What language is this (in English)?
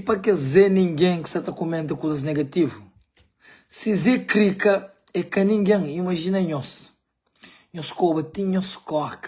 Kabuverdianu